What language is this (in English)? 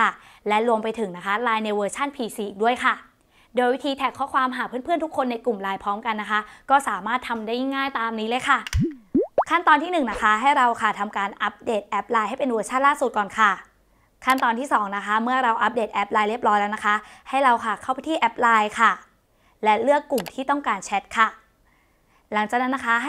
Thai